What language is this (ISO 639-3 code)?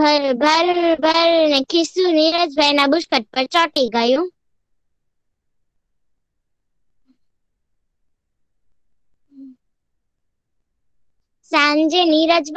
guj